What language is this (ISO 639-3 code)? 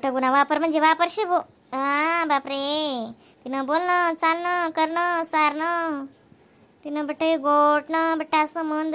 khn